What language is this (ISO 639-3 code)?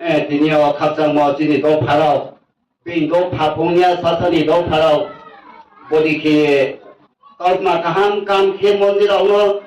ria